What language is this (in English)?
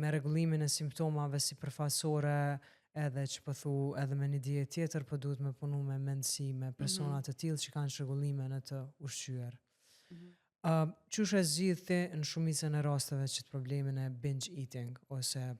Albanian